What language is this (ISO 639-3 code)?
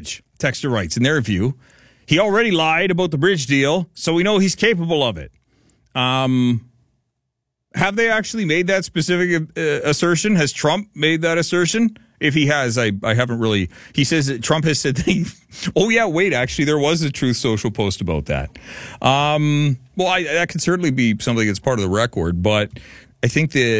eng